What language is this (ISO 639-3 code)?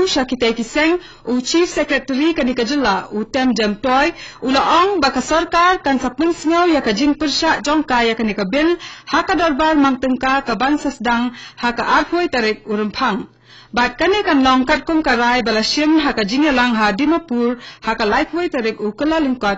kha